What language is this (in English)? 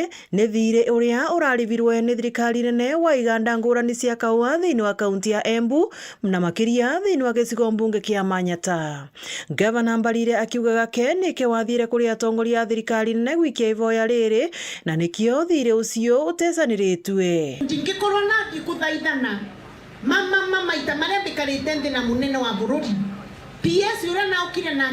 Meru